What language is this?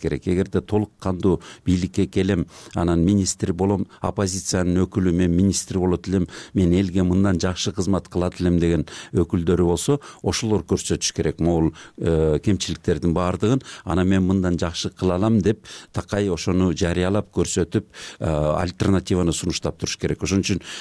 Kyrgyz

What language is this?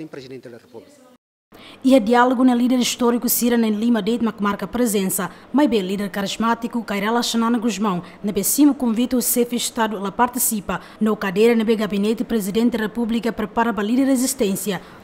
Tetum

